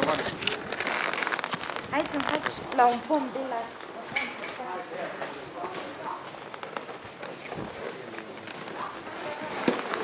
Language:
Romanian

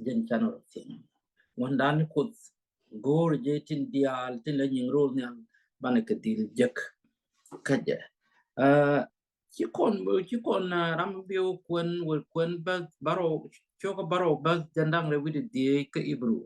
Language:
Nuer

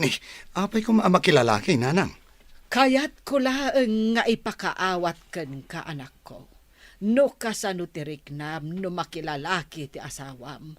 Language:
Iloko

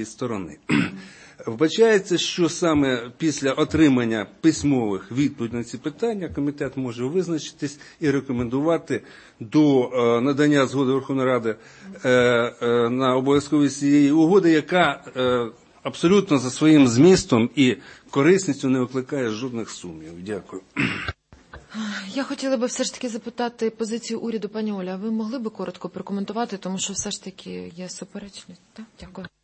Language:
Ukrainian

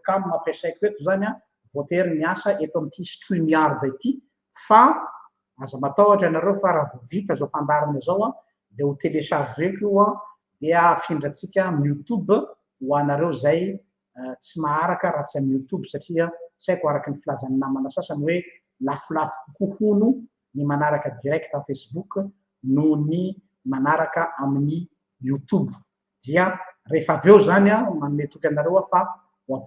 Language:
Malagasy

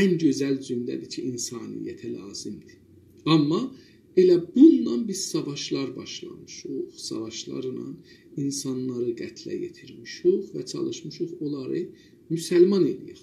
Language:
South Azerbaijani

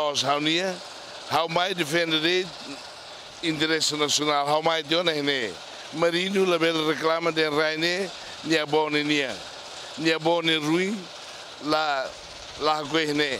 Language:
Tetum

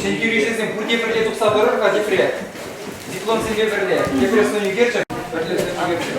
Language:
Chuvash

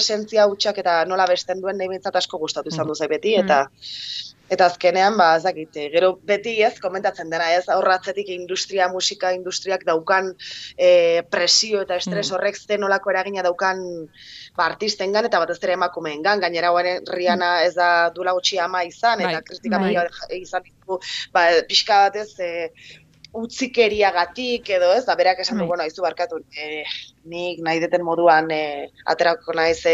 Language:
Basque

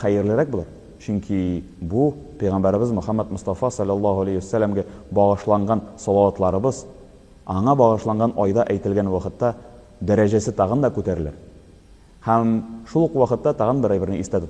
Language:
Tatar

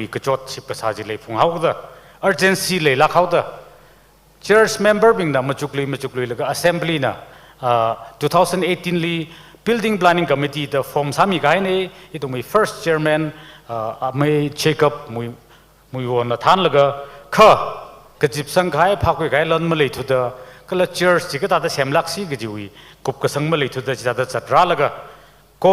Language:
Tangkhul Naga (India)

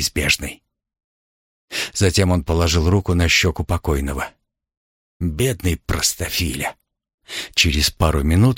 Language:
Russian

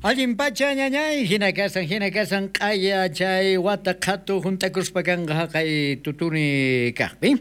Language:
South Bolivian Quechua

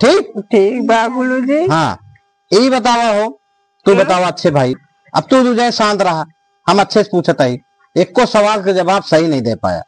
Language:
Awadhi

